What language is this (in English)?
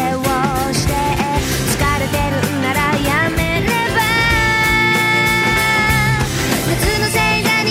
Japanese